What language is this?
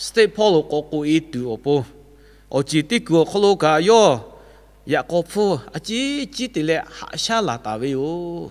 Lahu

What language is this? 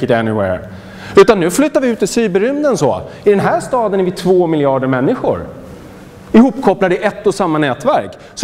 Swedish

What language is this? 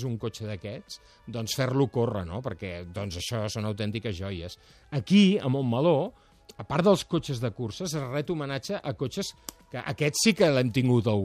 Catalan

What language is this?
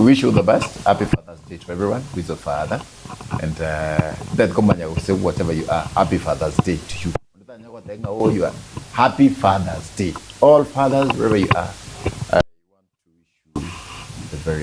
Gusii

